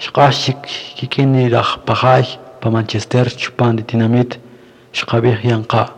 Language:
Kaqchikel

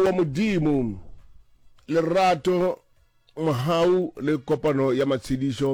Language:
Northern Sotho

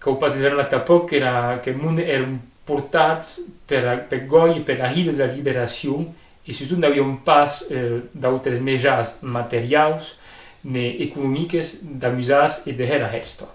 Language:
Occitan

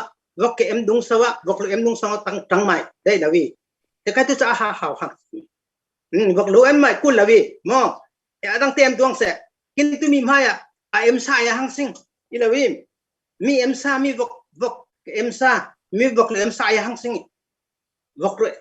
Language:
Falam Chin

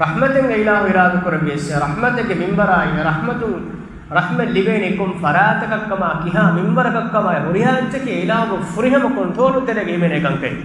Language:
Divehi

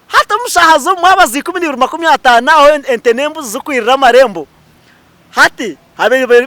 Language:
Nyankole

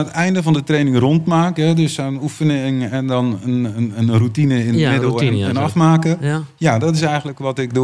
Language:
Dutch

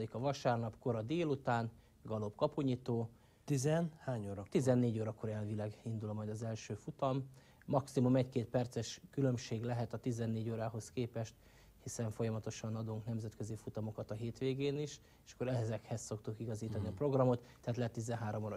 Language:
Hungarian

